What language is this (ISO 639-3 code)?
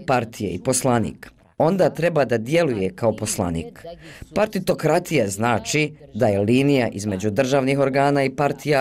bos